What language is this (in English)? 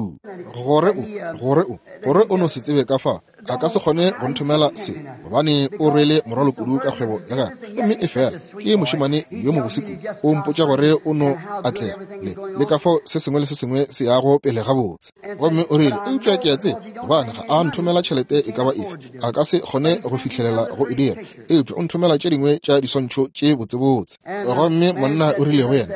Northern Sotho